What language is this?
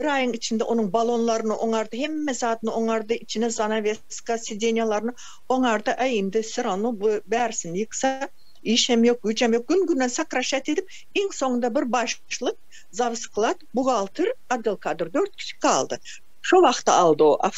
Turkmen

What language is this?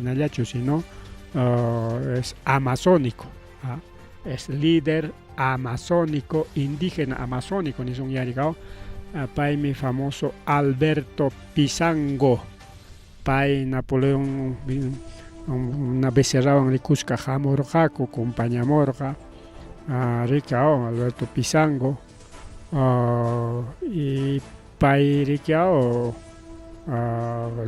Ayacucho Quechua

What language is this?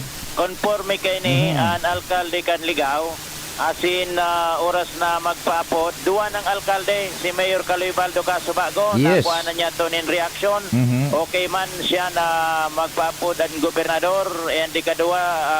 Bikol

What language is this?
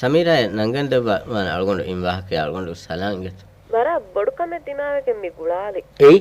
Divehi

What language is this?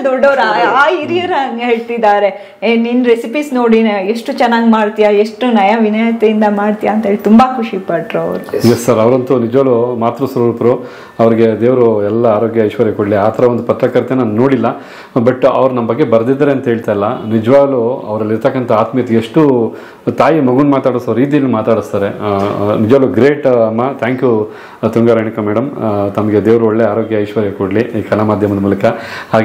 Kannada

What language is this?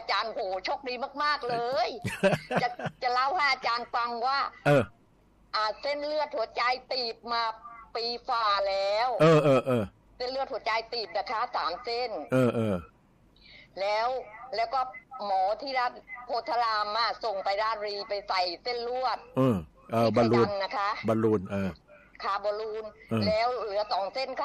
Thai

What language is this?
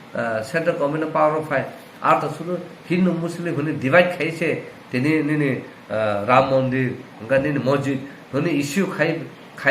Kok Borok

